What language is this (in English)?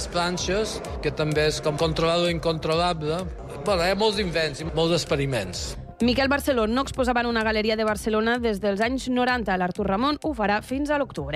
Catalan